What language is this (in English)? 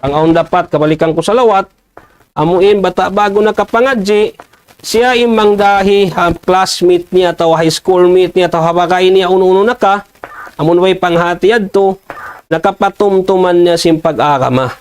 Tausug